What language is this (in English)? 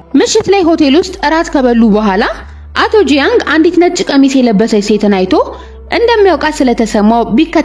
Amharic